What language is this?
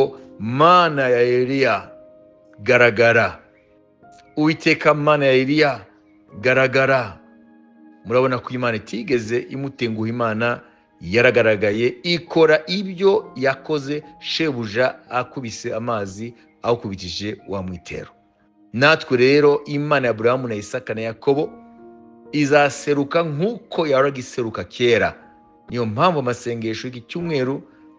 Kinyarwanda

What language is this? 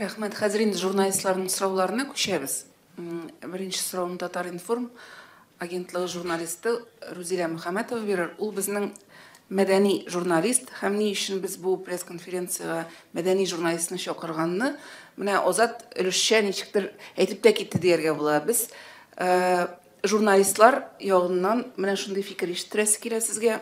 Tatar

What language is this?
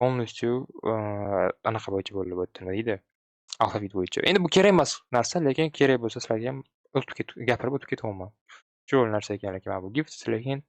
Uzbek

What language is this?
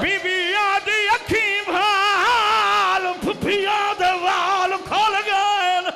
Saraiki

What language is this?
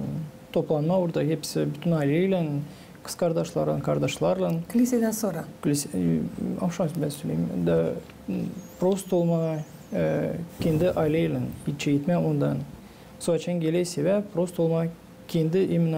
Gagauz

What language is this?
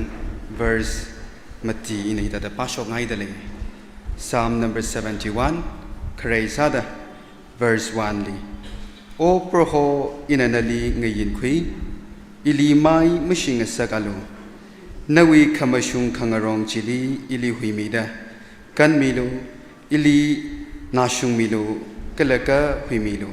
Tangkhul Naga (India)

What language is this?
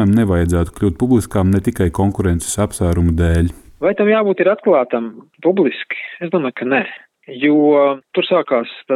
Latvian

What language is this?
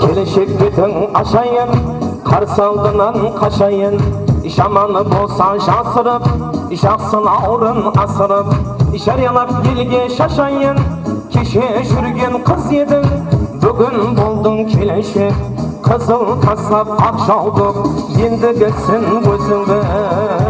Kara-Kalpak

